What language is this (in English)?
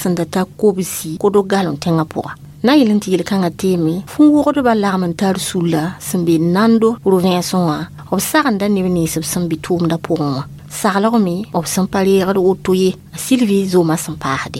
Mossi